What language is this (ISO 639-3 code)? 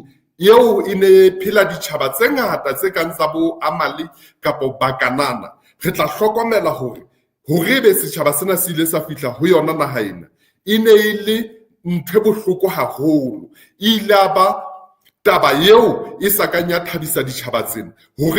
sot